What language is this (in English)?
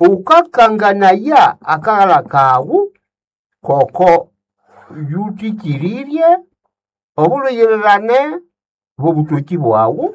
Nande